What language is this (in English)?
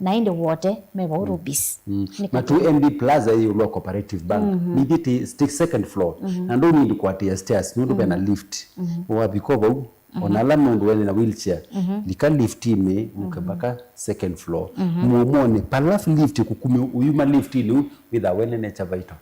Kamba